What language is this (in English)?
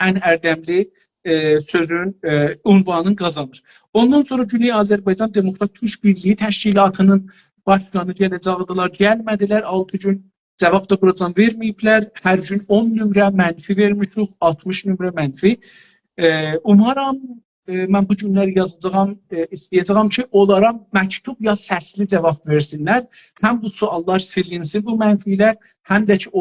South Azerbaijani